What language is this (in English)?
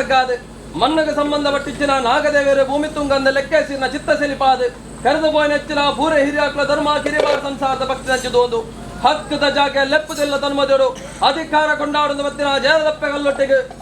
Tulu